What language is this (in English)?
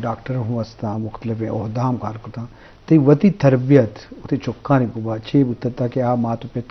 Eastern Balochi